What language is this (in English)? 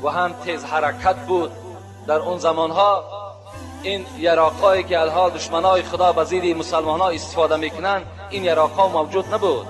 Tajik